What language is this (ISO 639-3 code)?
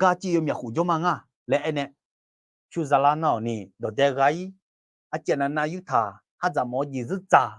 ahk